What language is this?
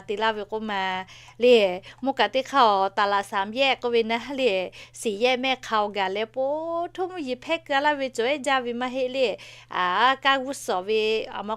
Lahu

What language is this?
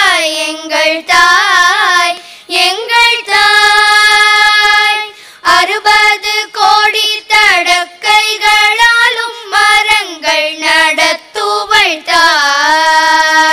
Tamil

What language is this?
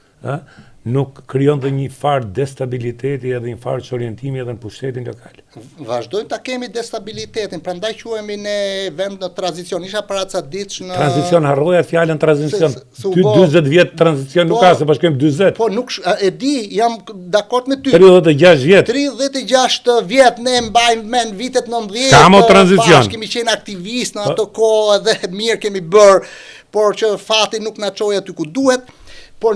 Albanian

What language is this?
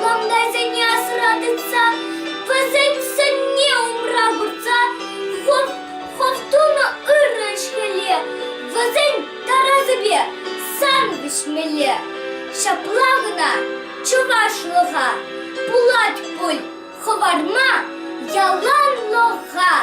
Chuvash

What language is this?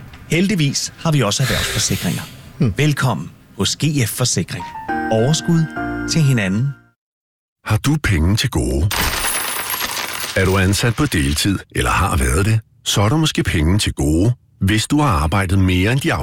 Danish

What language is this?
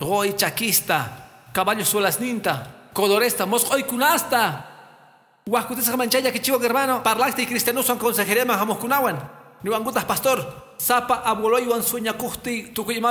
Quechua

